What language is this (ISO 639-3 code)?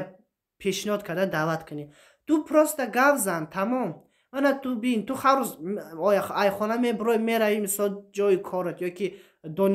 tgk